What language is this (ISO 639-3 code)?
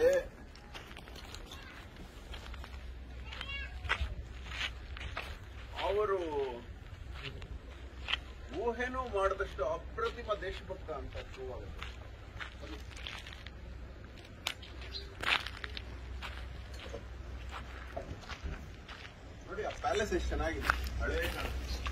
kan